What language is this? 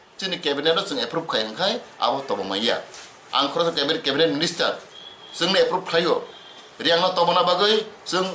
Kok Borok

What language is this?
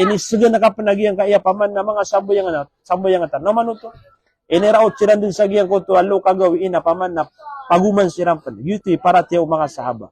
Maranao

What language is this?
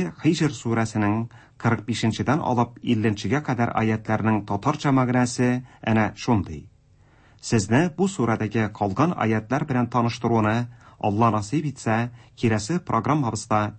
Tatar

